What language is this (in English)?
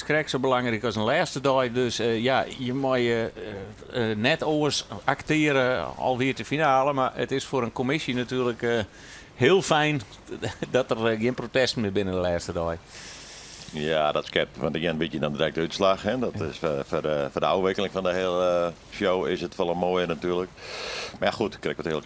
Western Frisian